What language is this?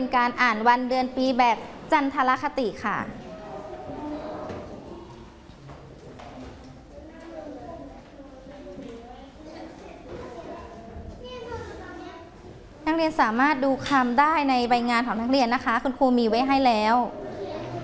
Thai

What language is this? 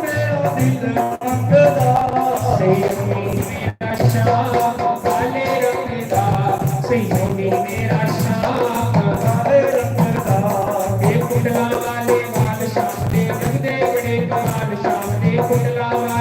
Dogri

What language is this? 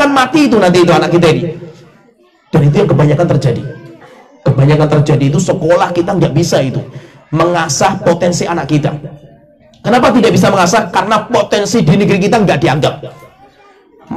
Indonesian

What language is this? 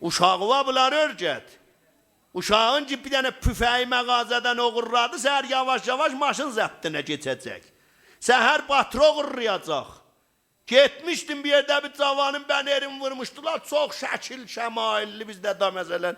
South Azerbaijani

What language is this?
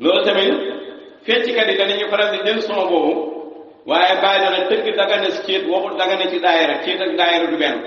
Wolof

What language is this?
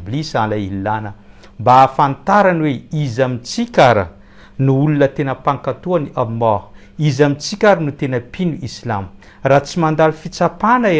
Malagasy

